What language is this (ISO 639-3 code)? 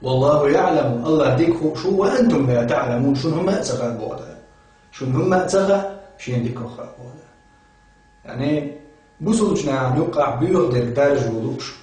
che